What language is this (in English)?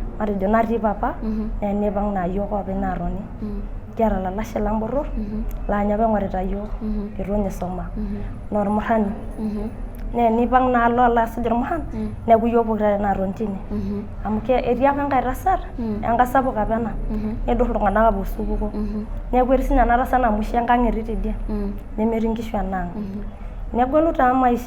Masai